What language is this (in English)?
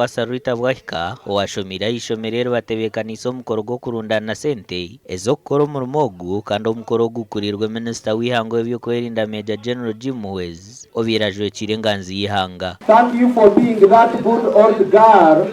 Nyankole